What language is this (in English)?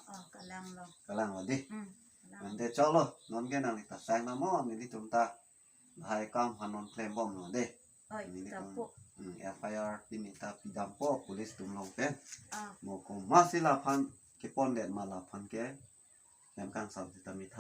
Karbi